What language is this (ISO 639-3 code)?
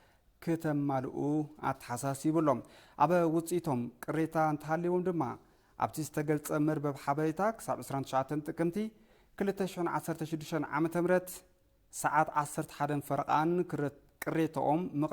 tir